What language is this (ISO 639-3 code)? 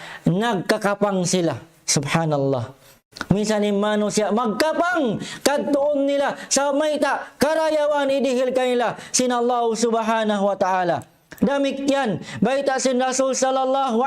tsg